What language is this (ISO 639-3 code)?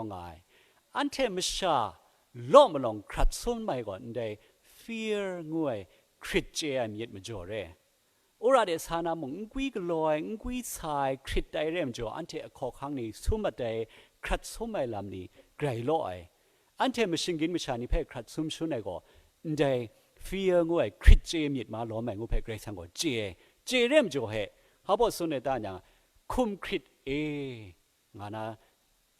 kac